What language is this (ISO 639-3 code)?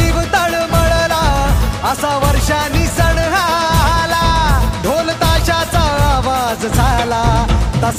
mar